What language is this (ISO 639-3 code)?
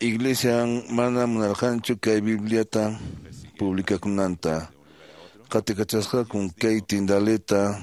que